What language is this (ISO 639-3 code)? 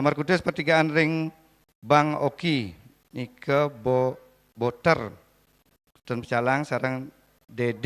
ban